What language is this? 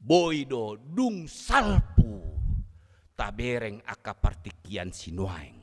Batak Toba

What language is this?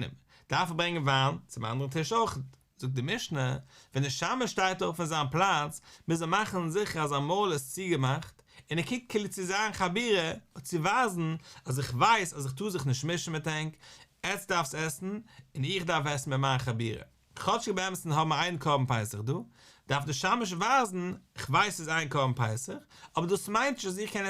Yiddish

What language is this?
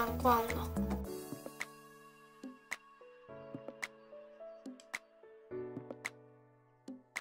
Chinese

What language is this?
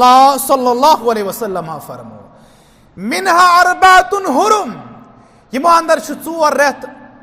Kashmiri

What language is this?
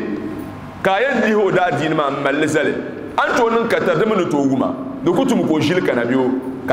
Dagbani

